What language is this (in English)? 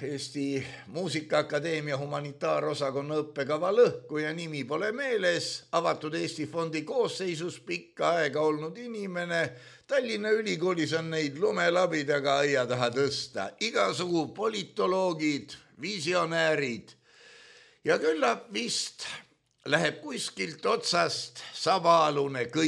Estonian